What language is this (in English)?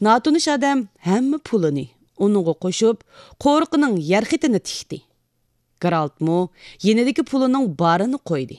Uyghur